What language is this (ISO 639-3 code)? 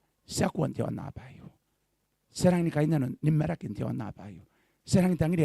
gil